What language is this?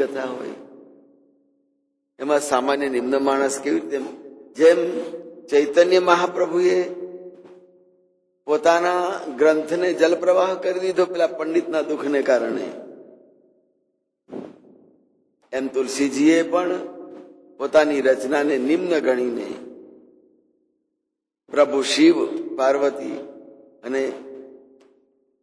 Gujarati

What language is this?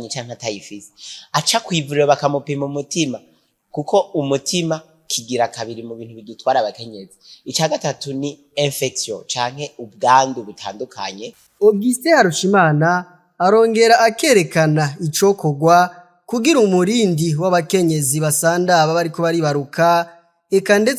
Rundi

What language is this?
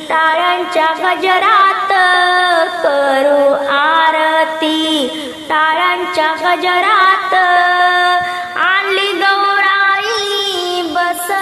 Marathi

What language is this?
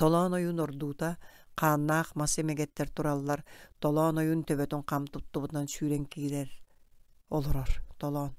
Yakut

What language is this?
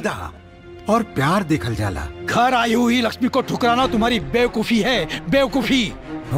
Bhojpuri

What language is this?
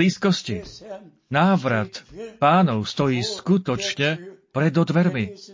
Slovak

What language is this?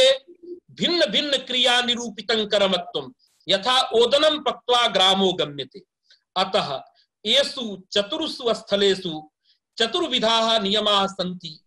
Sanskrit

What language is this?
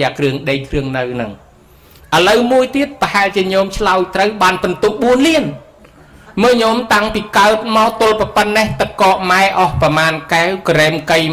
Khmer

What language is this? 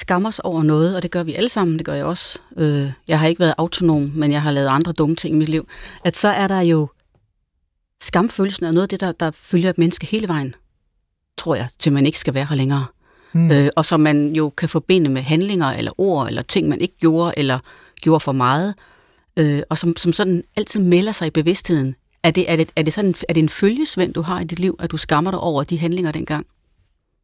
Danish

